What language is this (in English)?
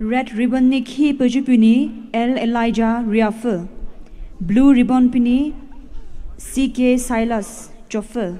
Poumei Naga